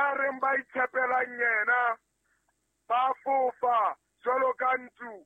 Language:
Southern Sotho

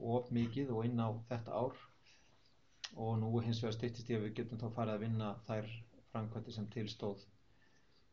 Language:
Icelandic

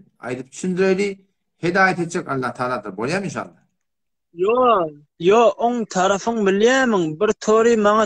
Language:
Turkmen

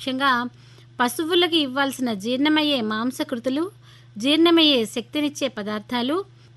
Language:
Telugu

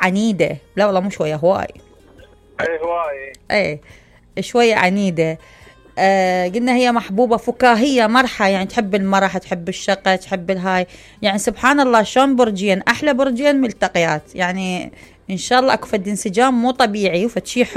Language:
Mesopotamian Arabic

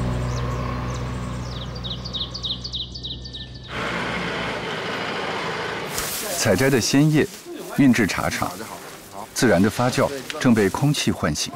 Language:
Chinese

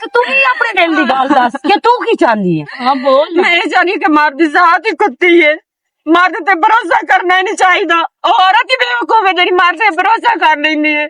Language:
Western Panjabi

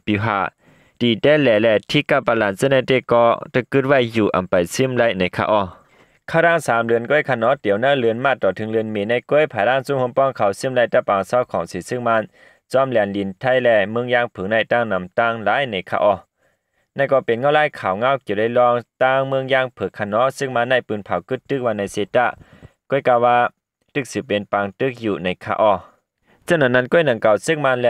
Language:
Shan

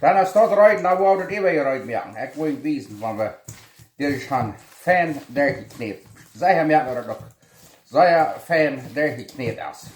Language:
Plautdietsch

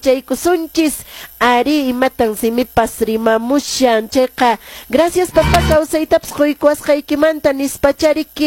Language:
Quechua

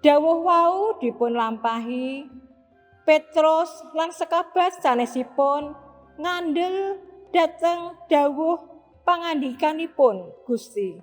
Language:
Javanese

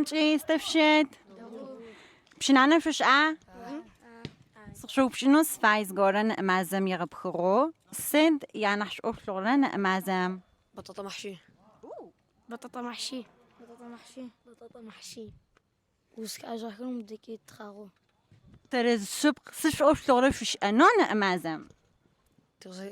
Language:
Adyghe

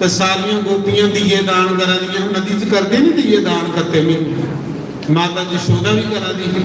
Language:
Dogri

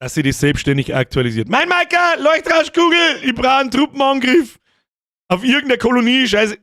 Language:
Bavarian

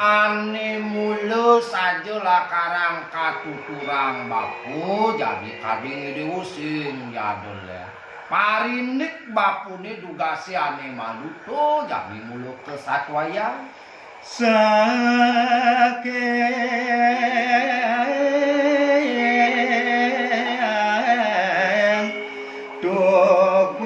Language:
Balinese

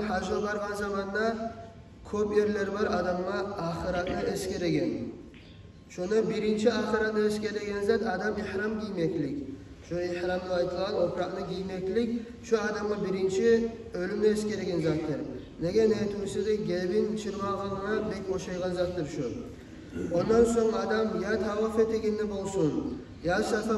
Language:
Kumyk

